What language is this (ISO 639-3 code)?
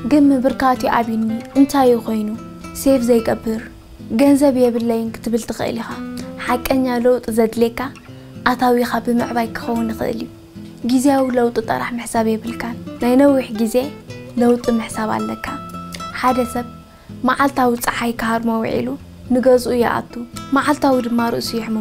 tir